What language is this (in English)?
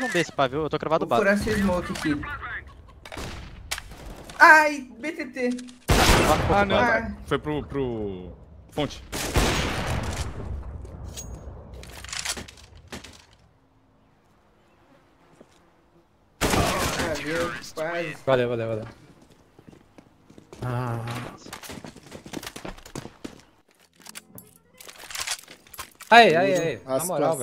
Portuguese